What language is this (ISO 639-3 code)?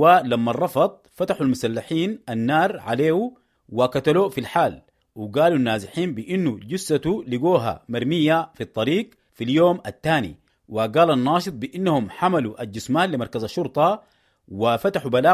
apd